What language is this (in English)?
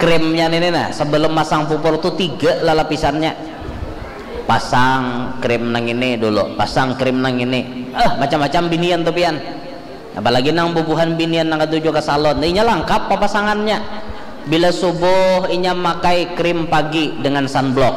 Banjar